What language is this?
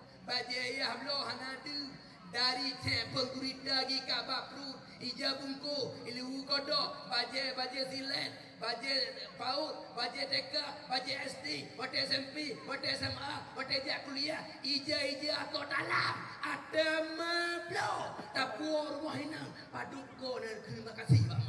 Achinese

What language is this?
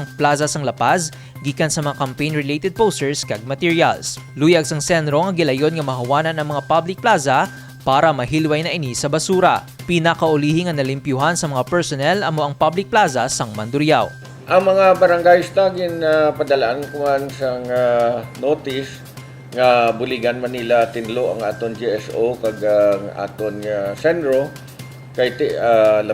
Hiligaynon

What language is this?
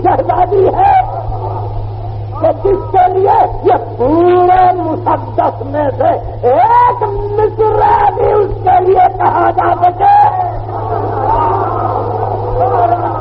Urdu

